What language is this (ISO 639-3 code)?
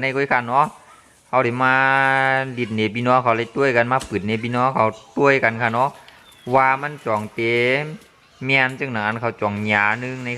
shn